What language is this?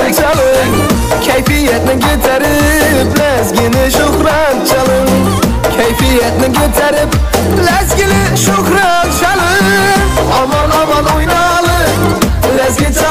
Kara-Kalpak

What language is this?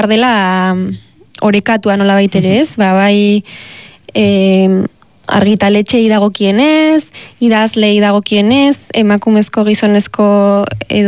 Basque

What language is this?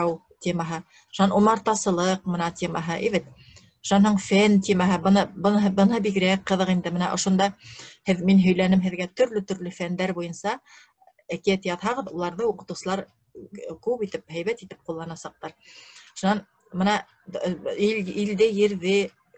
Bashkir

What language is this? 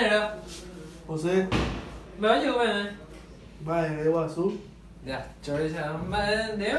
Guarani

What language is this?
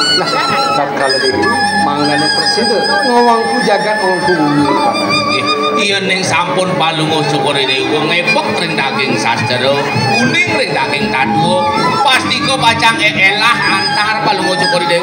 Balinese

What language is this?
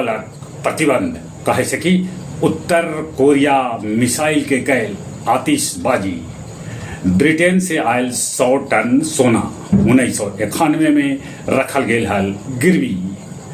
Magahi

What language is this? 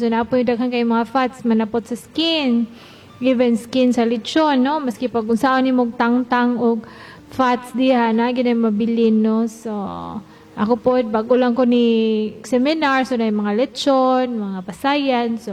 Cebuano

